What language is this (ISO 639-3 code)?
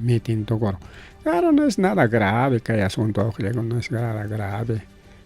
quy